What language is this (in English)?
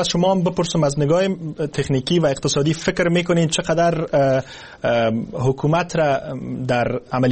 Persian